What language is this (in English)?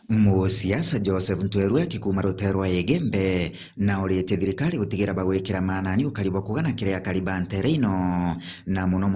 Meru